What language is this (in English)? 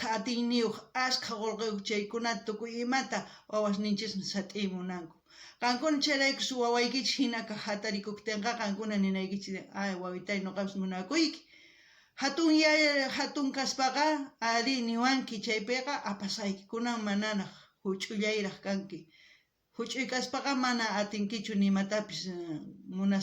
South Bolivian Quechua